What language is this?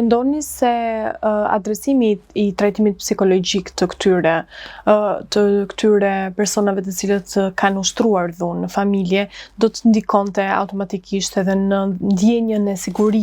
Albanian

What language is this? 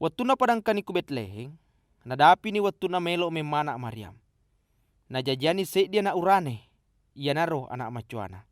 Buginese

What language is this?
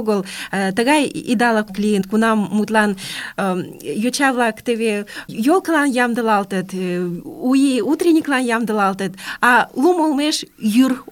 Mari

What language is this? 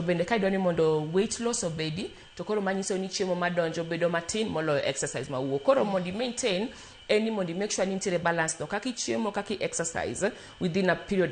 Luo (Kenya and Tanzania)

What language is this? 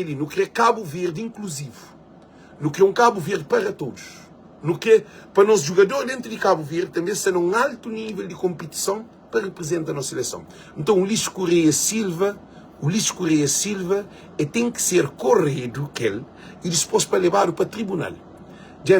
Kabuverdianu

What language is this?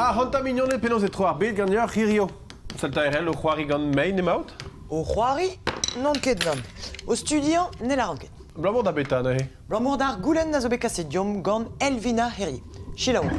Breton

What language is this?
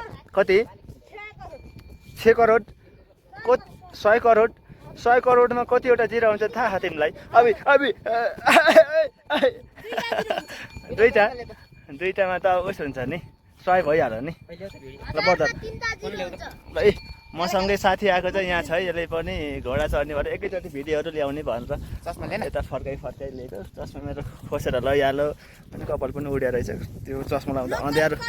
Nepali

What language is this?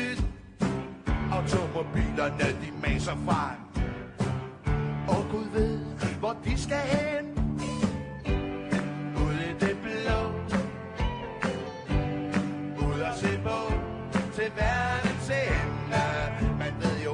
Danish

